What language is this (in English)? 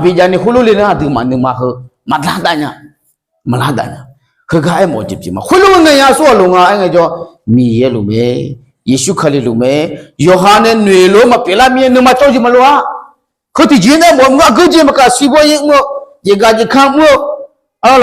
Akha